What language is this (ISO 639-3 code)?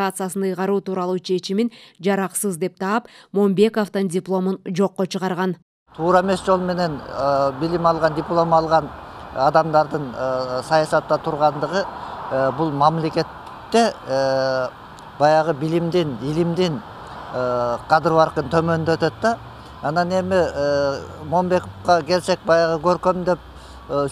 kir